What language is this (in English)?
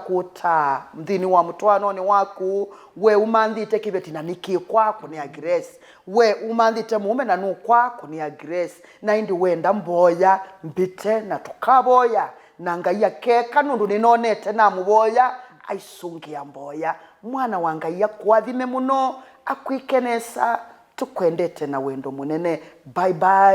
Kamba